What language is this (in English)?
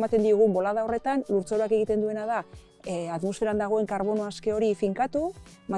Basque